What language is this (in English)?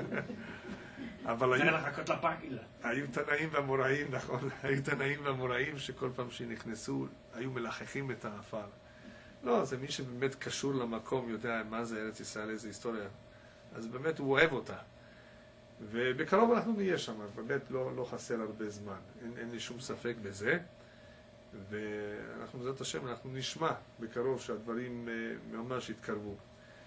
Hebrew